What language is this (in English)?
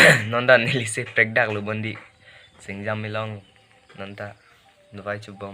Karbi